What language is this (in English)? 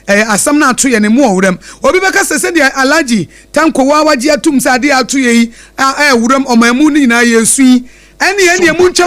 Akan